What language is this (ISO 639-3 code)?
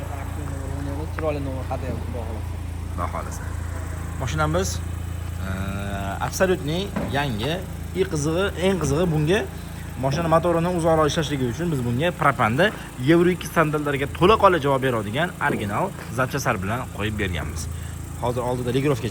uzb